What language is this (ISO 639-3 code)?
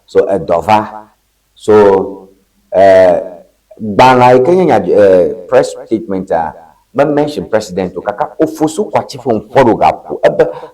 ewe